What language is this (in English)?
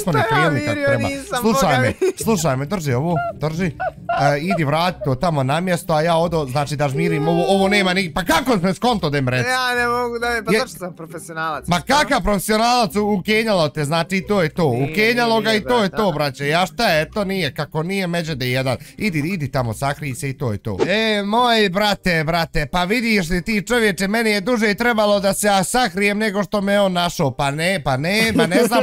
Bosnian